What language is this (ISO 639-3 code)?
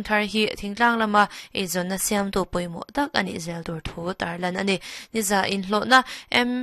lus